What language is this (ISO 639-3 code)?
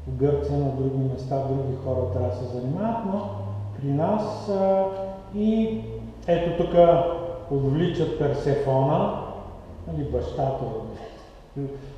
bul